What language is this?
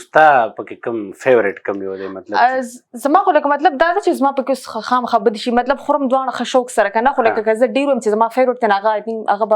Pashto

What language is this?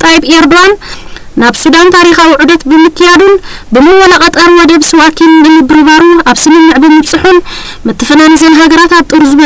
Tigrinya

